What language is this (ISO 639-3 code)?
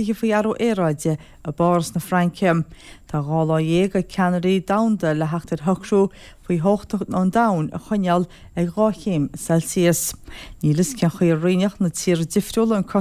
gle